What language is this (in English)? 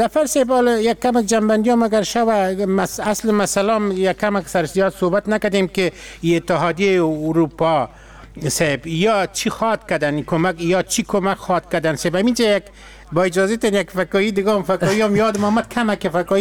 Persian